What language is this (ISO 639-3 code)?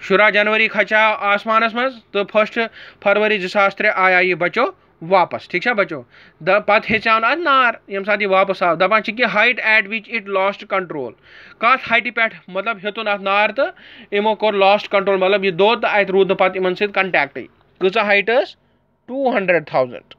kas